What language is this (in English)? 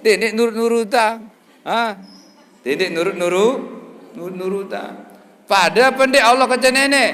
Sasak